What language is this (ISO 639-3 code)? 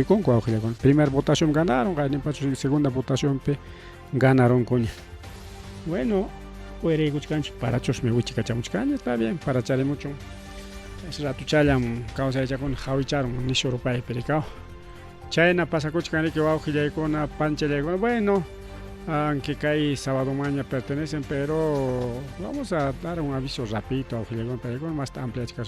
quy